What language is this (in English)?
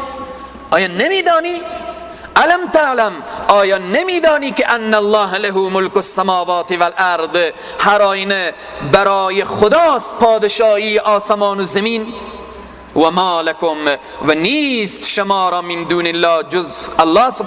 Persian